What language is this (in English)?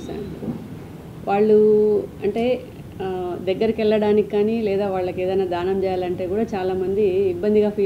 Telugu